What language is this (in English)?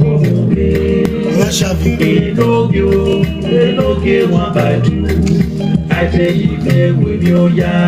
Nigerian Pidgin